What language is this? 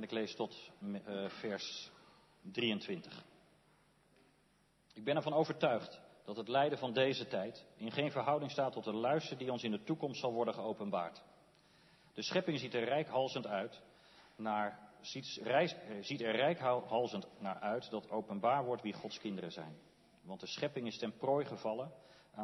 Dutch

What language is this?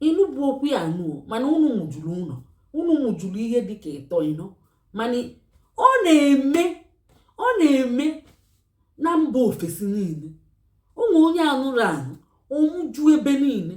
Igbo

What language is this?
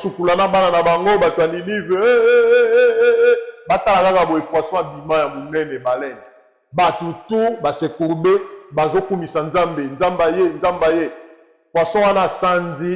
Lingala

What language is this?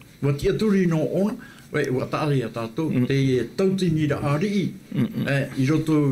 Tahitian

